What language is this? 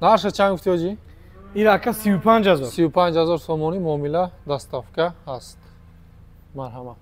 Tajik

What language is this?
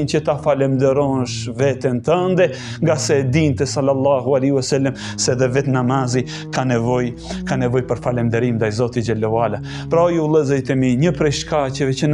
Albanian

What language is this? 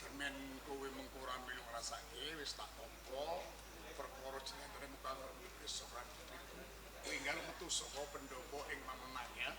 Javanese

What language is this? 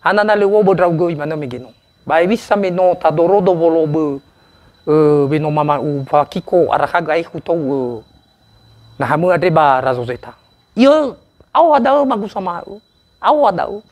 Nias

